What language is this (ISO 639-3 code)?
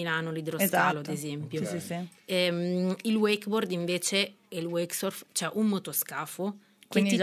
ita